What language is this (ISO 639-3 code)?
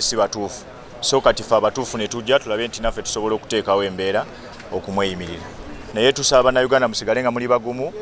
lug